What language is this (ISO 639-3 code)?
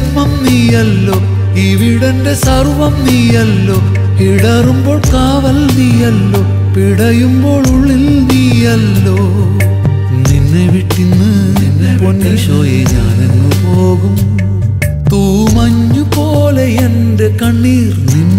mal